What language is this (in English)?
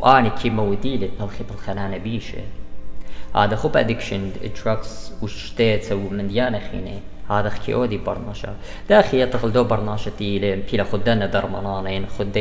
Assyrian Neo-Aramaic